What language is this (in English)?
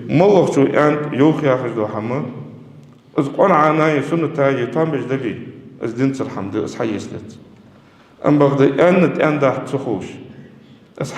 Ingush